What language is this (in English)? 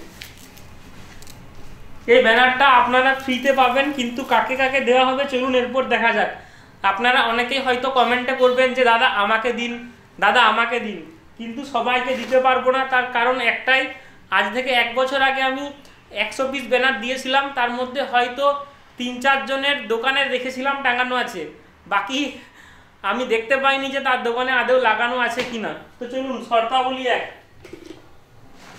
Bangla